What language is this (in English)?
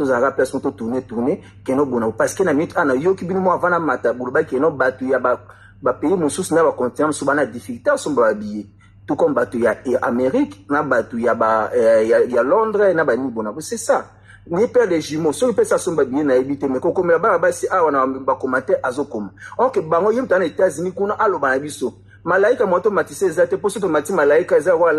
Lingala